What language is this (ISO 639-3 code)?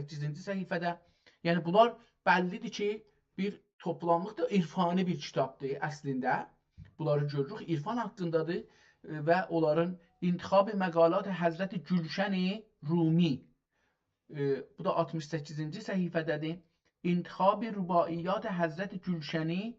azb